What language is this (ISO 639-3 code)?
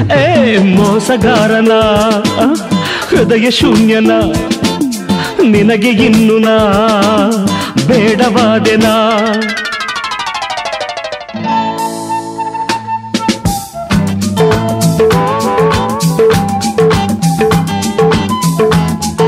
kan